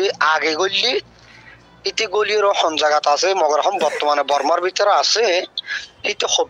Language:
Rohingya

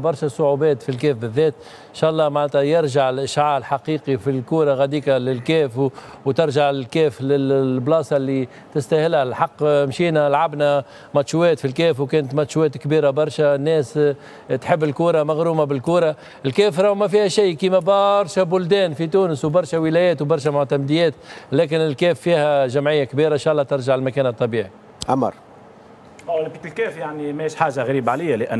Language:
Tunisian Arabic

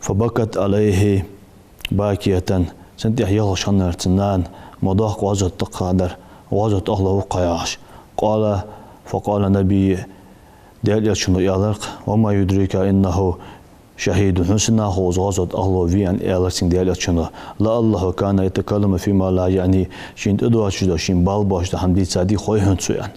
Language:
Ingush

